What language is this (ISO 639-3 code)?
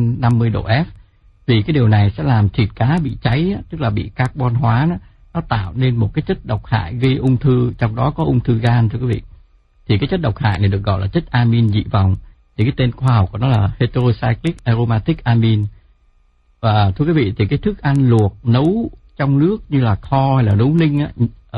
vie